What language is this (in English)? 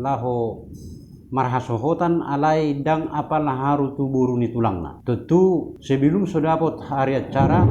Batak Toba